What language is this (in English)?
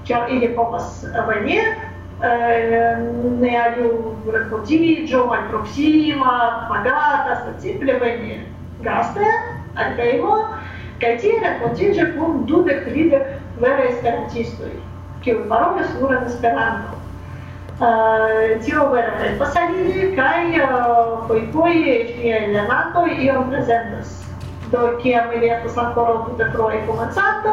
Esperanto